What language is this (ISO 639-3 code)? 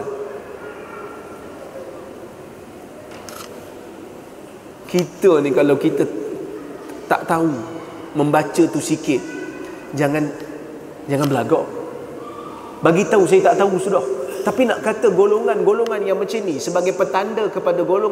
msa